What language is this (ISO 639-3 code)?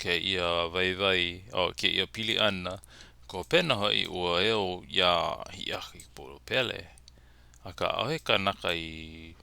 haw